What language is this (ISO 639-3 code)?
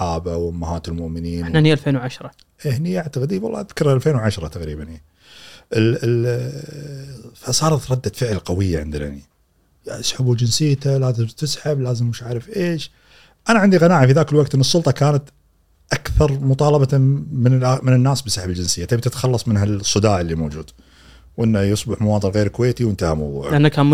afb